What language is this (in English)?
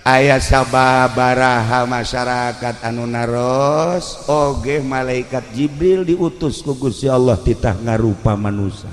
Sundanese